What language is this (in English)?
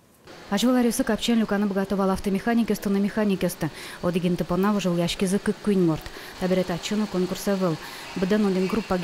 Udmurt